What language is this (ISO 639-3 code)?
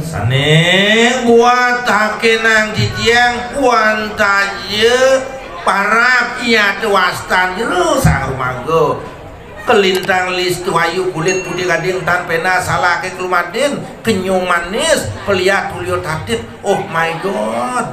ban